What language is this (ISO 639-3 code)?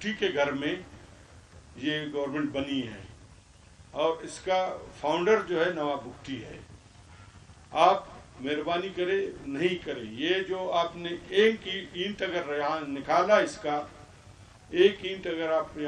urd